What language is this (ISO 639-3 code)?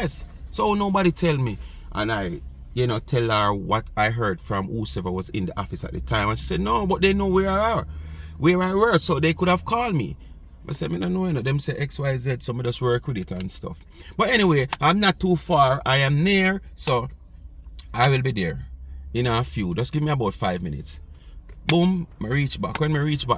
jam